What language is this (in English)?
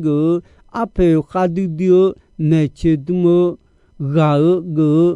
Akha